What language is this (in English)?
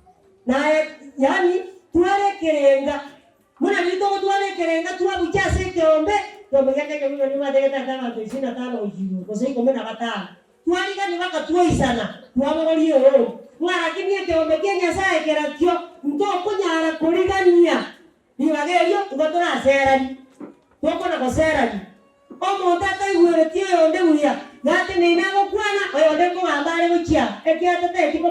Gusii